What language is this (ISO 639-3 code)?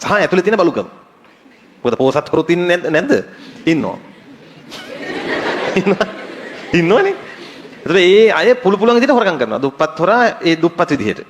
sin